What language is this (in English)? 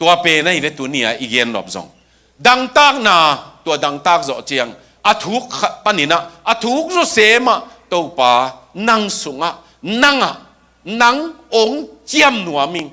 Tedim Chin